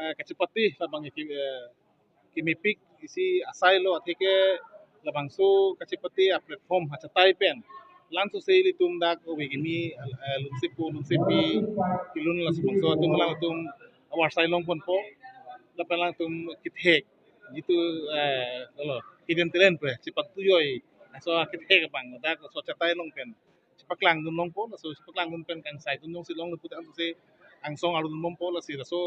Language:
Karbi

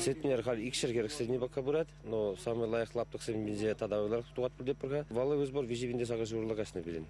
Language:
Chuvash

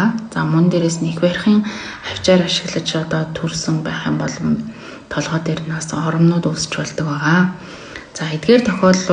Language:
Mongolian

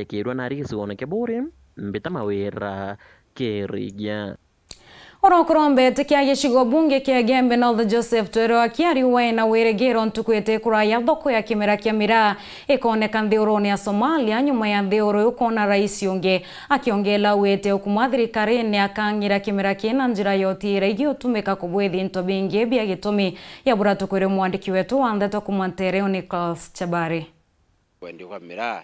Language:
Meru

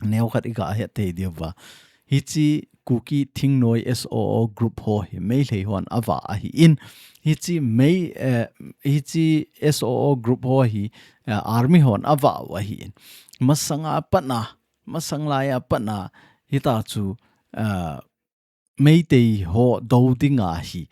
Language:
Thado Chin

